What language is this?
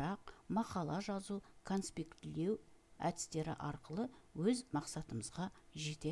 Kazakh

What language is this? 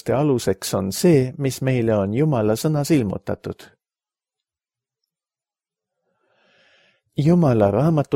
Estonian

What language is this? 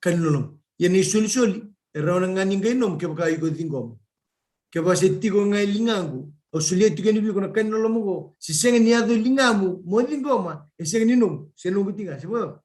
Fijian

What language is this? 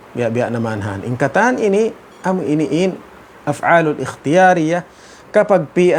Tausug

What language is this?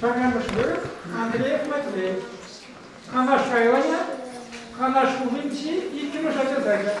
Chuvash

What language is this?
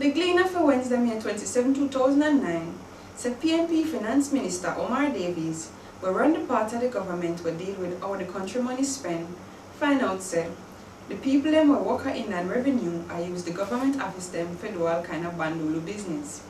Jamaican Creole English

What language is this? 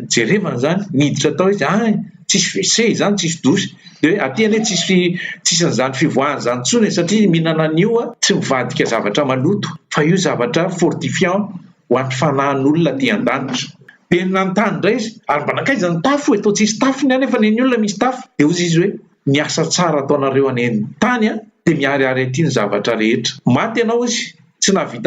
Malagasy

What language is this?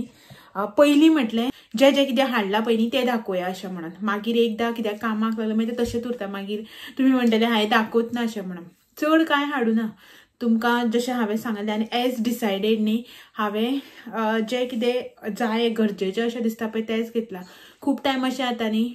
Konkani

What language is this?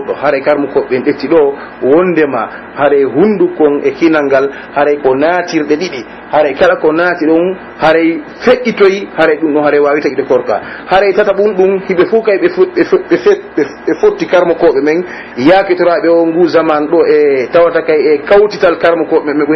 Pular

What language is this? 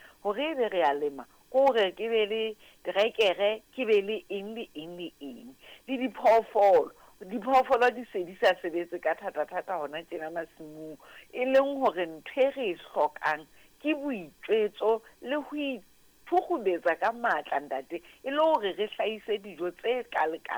Southern Sotho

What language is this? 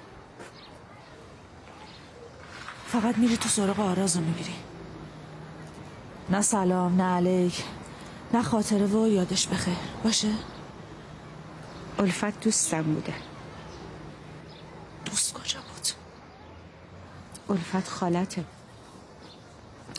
Persian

